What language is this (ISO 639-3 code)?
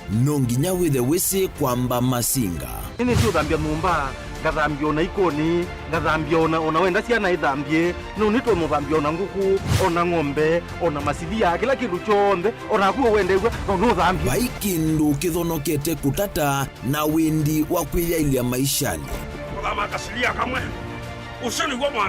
kam